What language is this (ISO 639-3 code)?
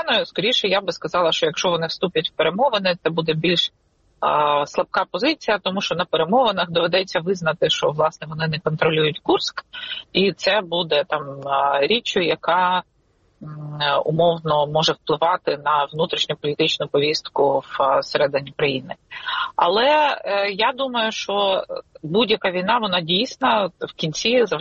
ukr